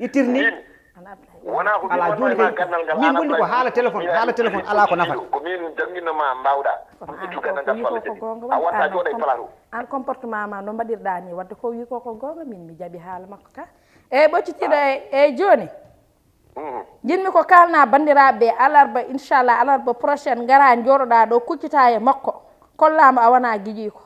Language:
Fula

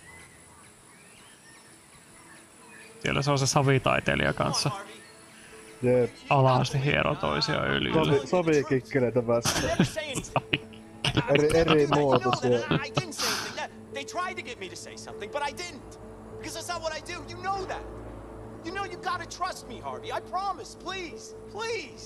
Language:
Finnish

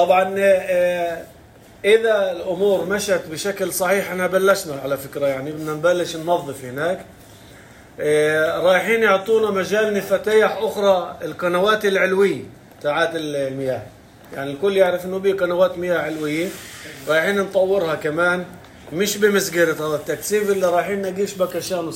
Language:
North Levantine Arabic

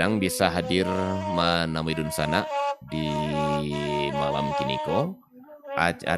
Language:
Minangkabau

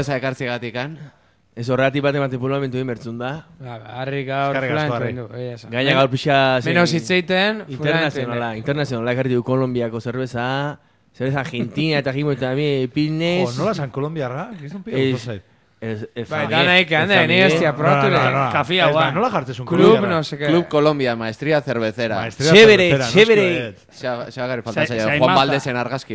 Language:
Basque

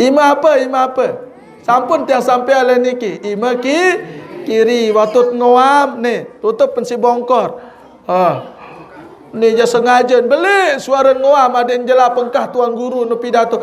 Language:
Sasak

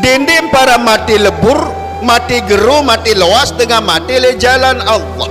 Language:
Sasak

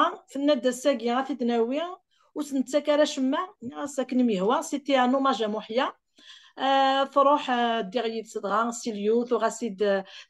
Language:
Kabyle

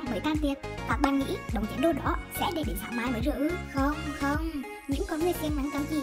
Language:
Vietnamese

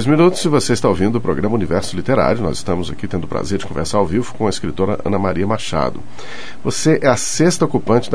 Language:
Portuguese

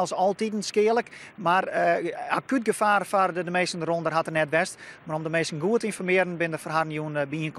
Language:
Western Frisian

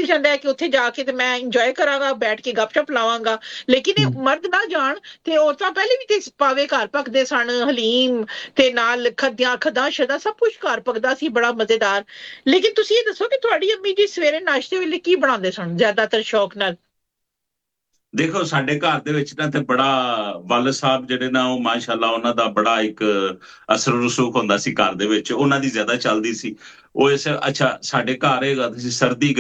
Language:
Punjabi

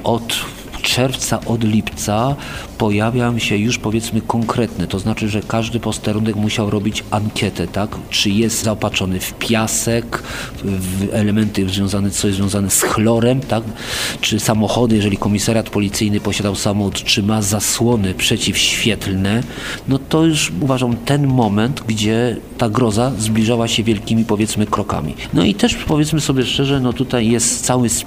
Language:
Polish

